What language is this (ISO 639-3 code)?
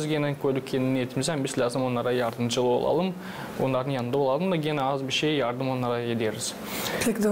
gag